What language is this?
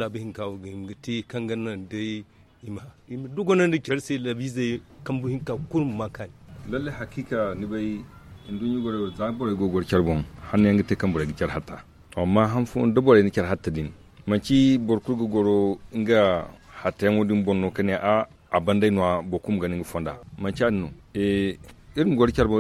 Zarma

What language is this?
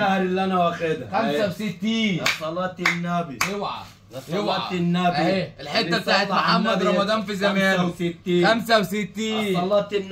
Egyptian Arabic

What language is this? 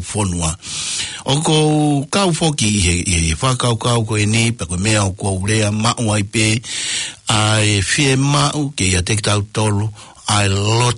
Tongan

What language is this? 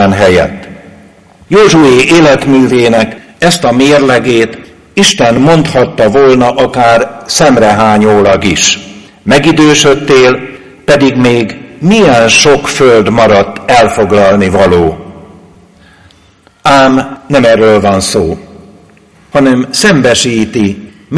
Hungarian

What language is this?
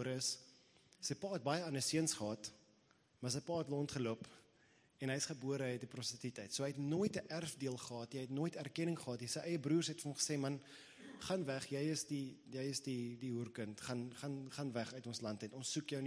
Afrikaans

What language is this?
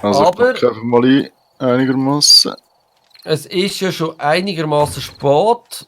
Swiss German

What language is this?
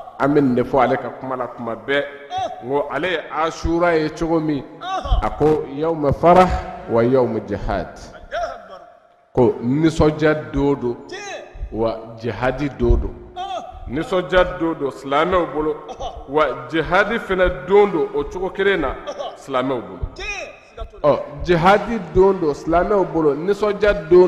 Bambara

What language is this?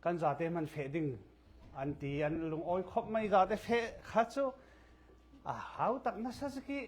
Falam Chin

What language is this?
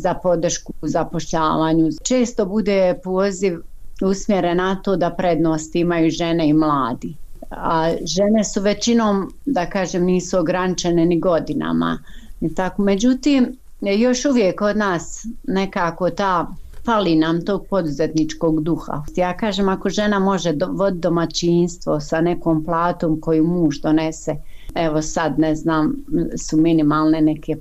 Bosnian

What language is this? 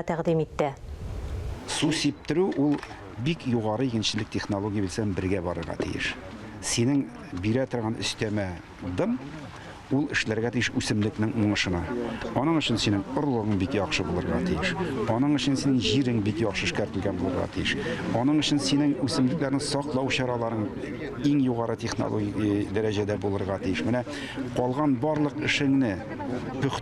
Tatar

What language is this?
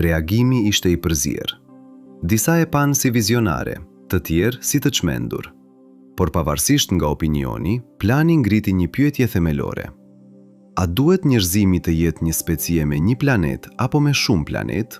Albanian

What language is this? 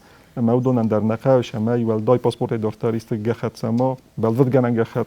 Ossetic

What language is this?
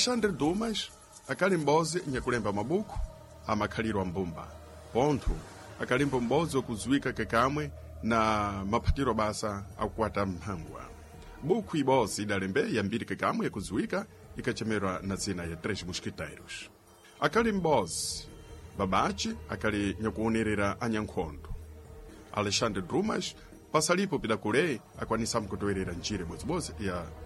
Sena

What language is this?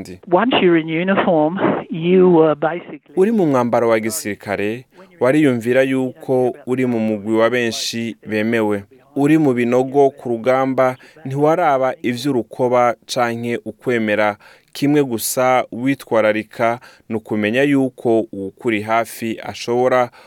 Rundi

